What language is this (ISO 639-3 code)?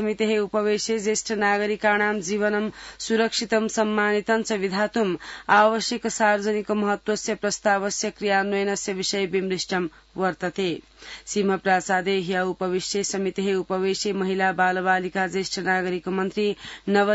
san